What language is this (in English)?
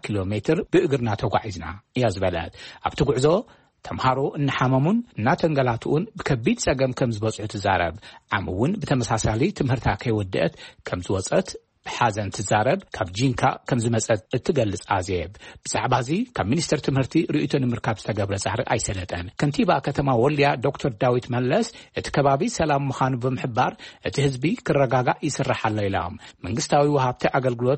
Tigrinya